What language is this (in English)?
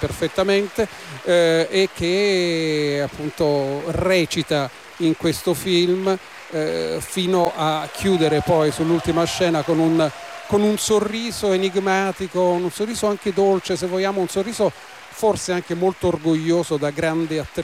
Italian